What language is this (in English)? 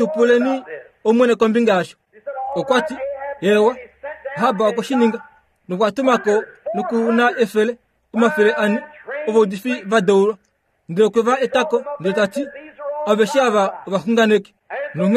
Kuanyama